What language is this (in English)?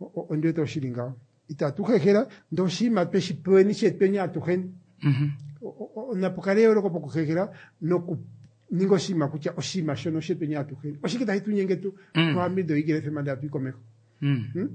Kuanyama